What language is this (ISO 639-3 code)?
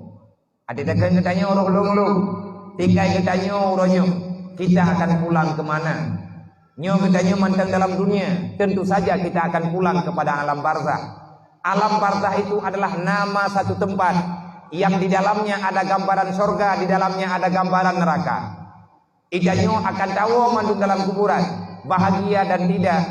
ace